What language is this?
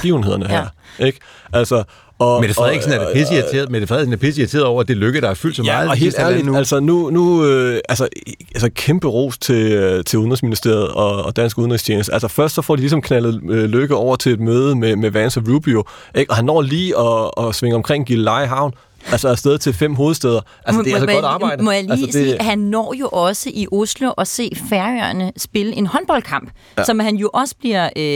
Danish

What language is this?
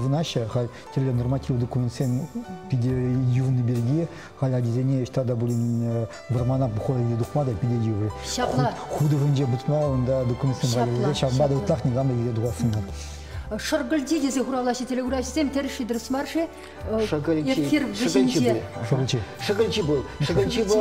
Chuvash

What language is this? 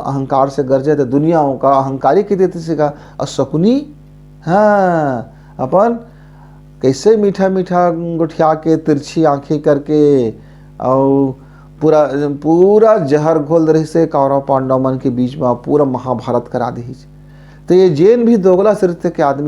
Chhattisgarhi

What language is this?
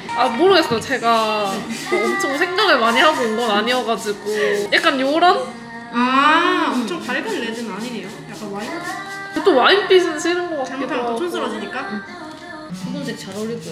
Korean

